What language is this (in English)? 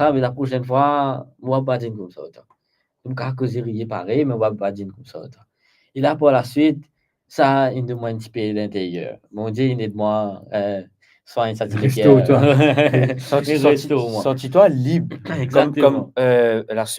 Morisyen